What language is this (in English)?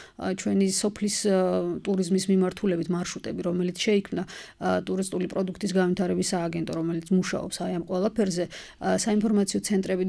Georgian